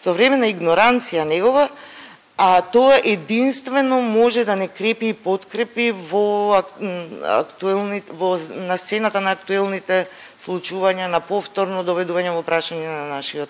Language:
Macedonian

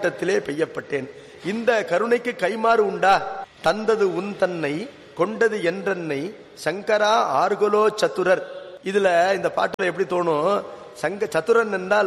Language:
Tamil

